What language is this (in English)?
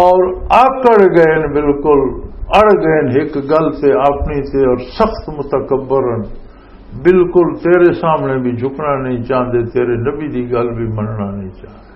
Western Panjabi